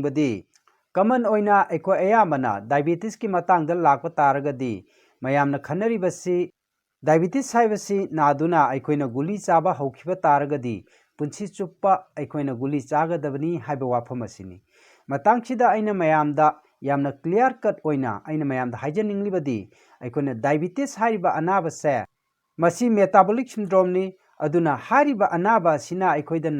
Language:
Manipuri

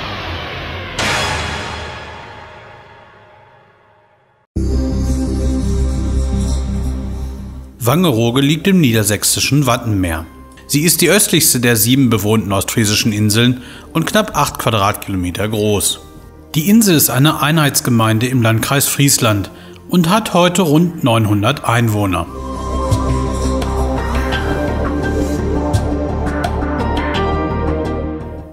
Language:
German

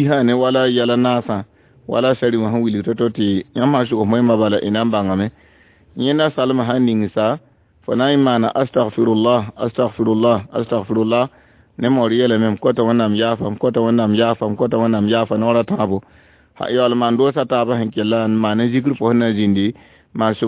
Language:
Mossi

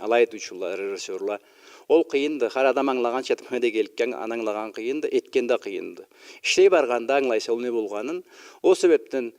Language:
Karachay-Balkar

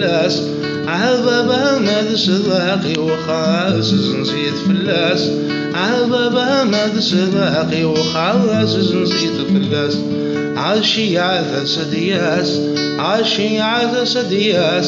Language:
Kabyle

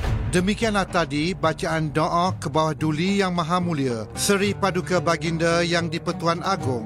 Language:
Malay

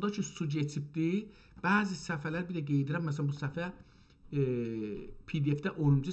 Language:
South Azerbaijani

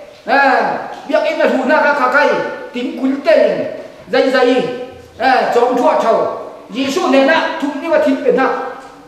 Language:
Falam Chin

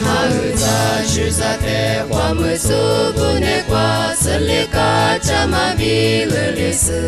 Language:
Lisu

